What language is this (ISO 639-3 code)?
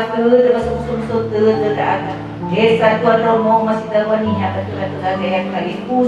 nia